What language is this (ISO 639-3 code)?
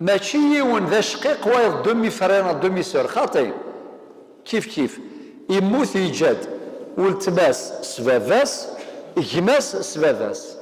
kab